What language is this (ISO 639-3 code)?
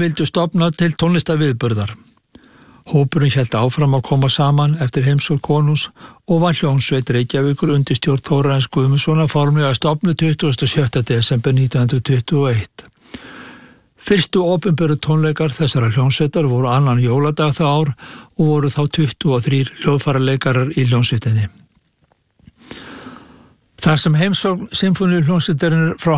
isl